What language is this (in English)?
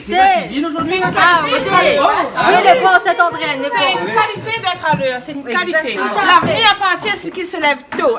Réunion Creole French